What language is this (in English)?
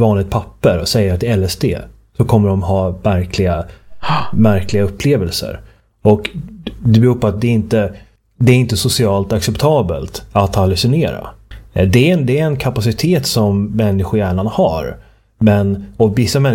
Swedish